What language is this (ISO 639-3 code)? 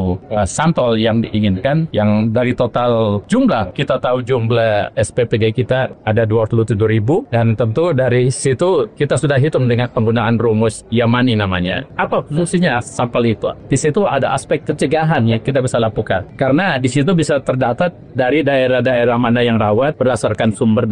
ind